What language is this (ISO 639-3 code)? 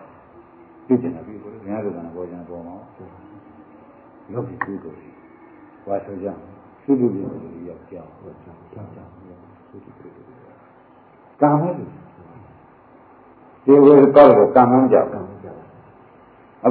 mya